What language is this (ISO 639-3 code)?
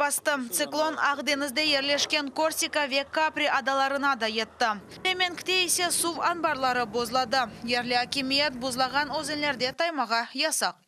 crh